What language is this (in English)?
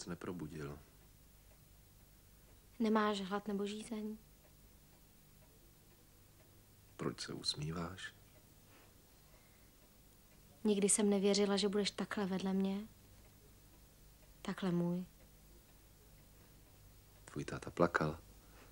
Czech